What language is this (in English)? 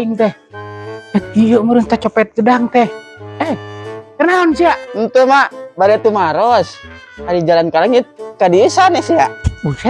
Sundanese